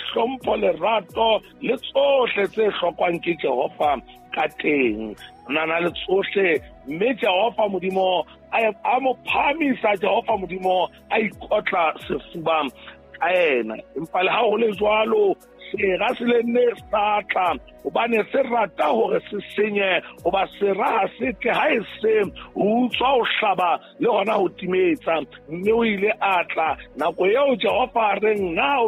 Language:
Southern Sotho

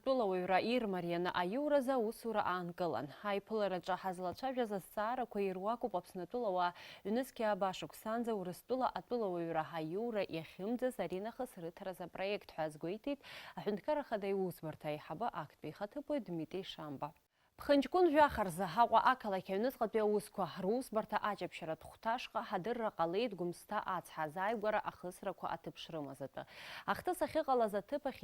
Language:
Abkhazian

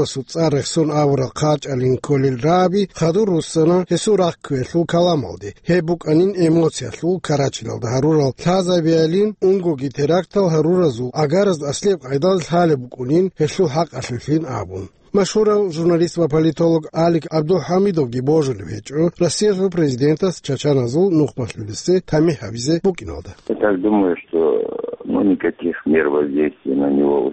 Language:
Avaric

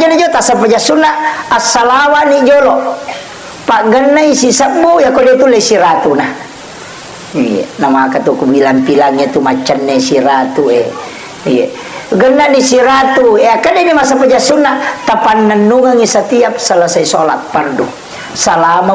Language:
Buginese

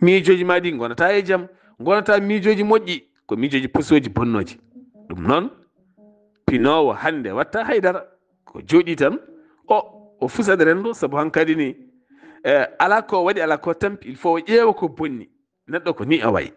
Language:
Fula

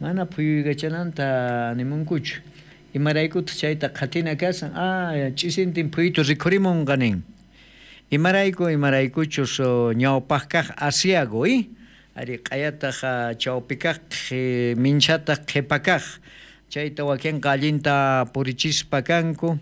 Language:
South Bolivian Quechua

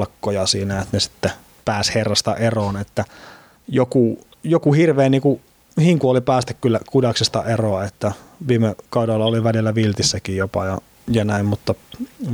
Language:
Finnish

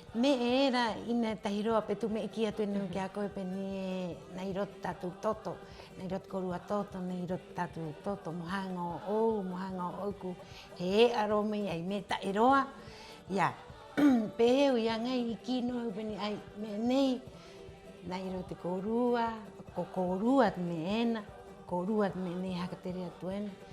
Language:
Rapanui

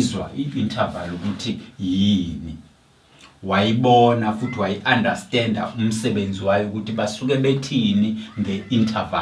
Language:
Zulu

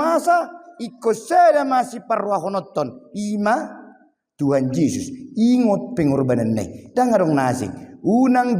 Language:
Batak Toba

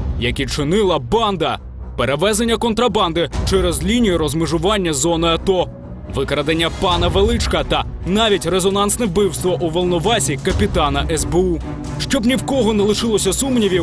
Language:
Ukrainian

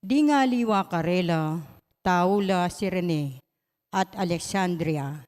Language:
Pampanga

